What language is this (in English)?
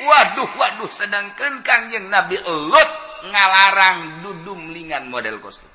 Sundanese